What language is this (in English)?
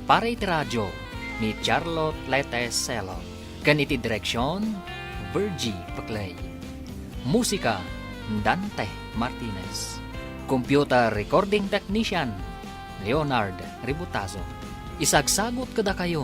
Iloko